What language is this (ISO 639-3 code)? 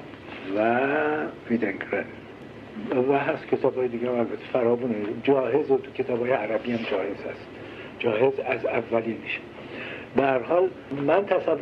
fas